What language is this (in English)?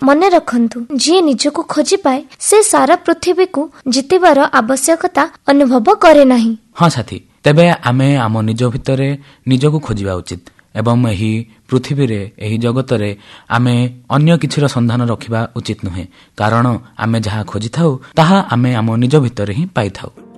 Odia